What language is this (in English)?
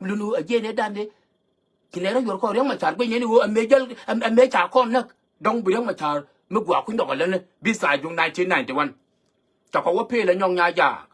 Nuer